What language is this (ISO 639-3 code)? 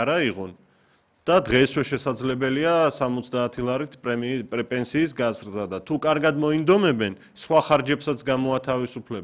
kat